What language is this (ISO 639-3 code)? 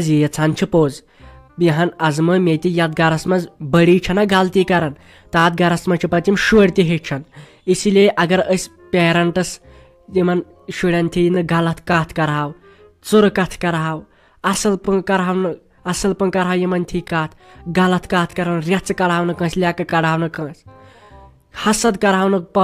kas